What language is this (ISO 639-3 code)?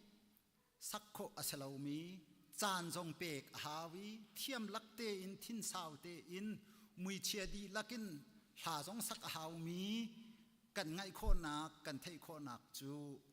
cnh